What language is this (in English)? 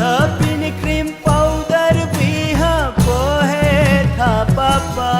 Newari